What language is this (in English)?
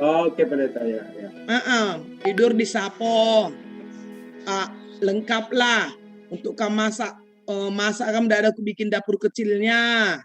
Batak Karo